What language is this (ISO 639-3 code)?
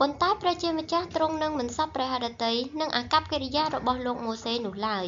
khm